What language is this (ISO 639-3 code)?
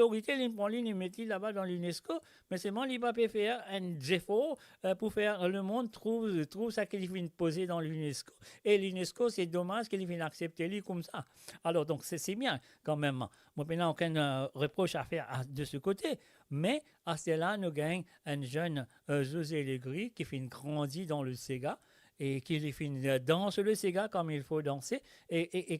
mfe